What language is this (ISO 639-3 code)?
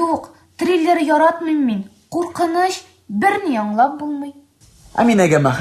tat